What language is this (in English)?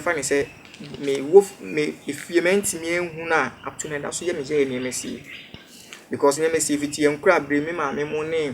Akan